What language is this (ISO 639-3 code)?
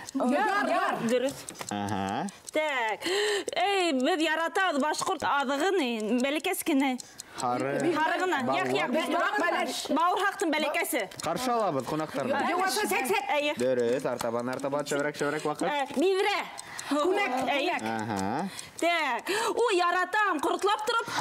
bak